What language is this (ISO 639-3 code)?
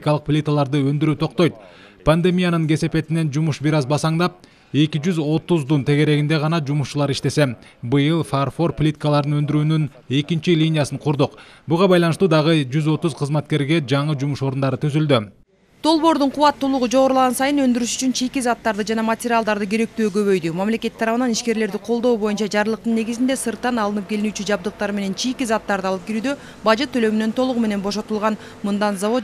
kir